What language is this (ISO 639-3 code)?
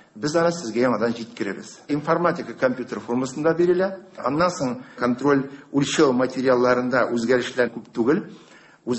tat